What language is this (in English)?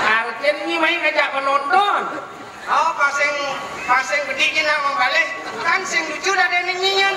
Balinese